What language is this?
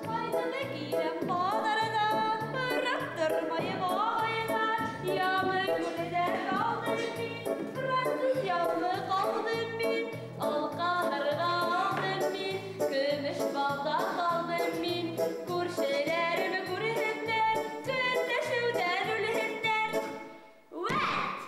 Bashkir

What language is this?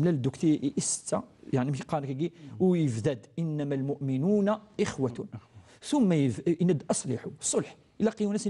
Kabyle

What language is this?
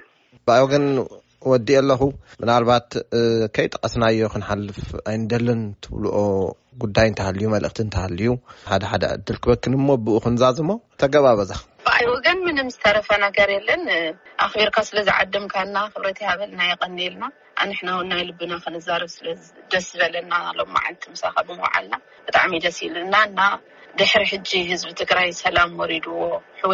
Tigrinya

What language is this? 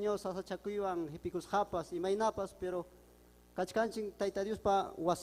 Ayacucho Quechua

